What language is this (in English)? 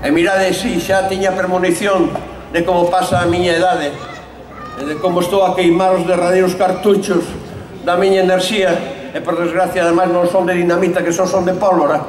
Galician